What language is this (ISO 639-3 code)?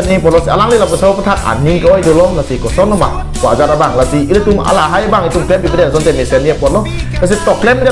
mjw